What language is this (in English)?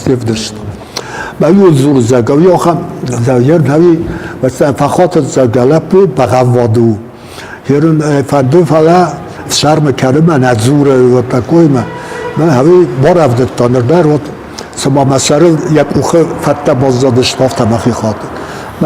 Ossetic